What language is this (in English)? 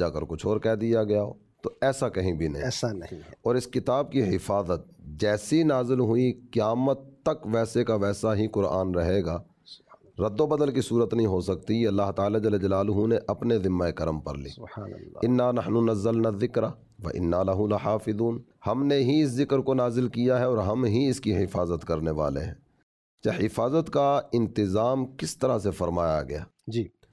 Urdu